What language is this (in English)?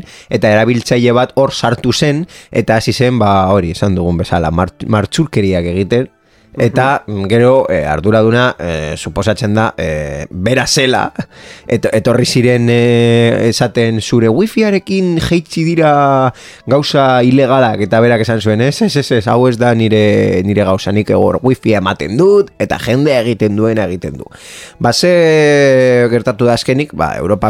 Basque